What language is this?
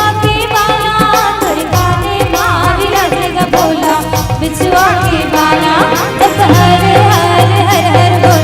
Chhattisgarhi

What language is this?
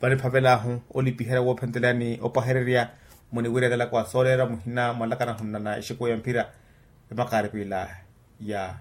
Makhuwa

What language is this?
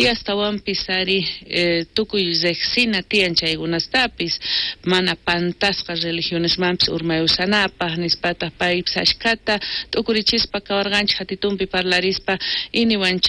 South Bolivian Quechua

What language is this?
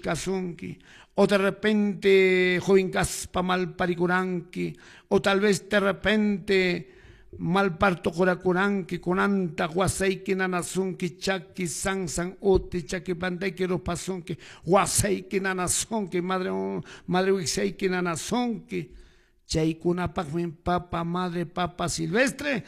Quechua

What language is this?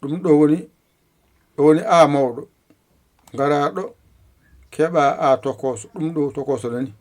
Fula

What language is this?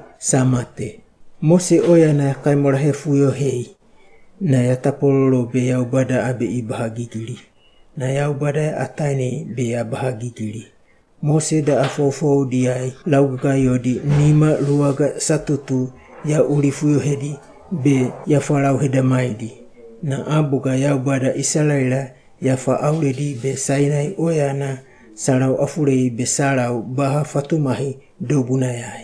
Wagawaga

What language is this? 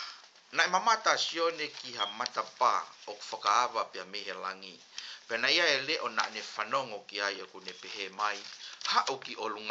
Tongan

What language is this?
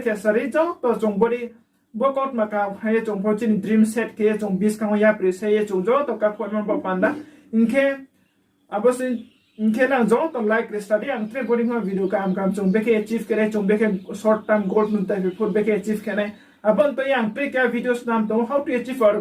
Riang (India)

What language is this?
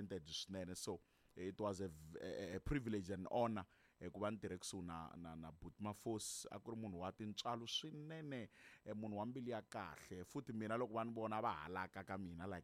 Tsonga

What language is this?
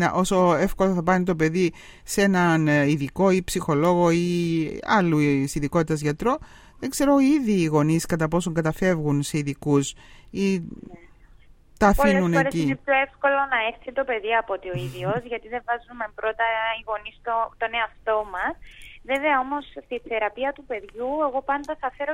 Greek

